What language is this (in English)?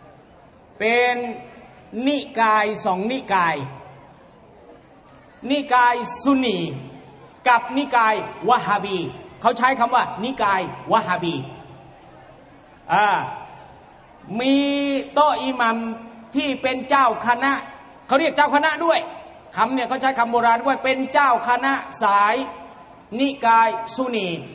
Thai